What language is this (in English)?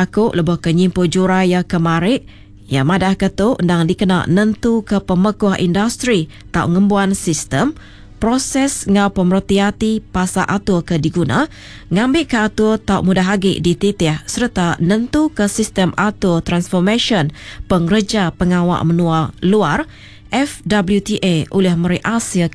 Iban